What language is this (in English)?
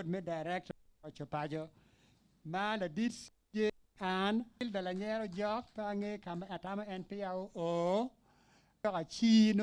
Acoli